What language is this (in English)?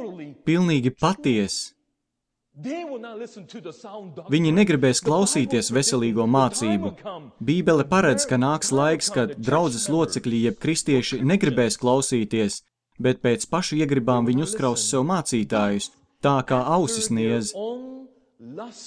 Latvian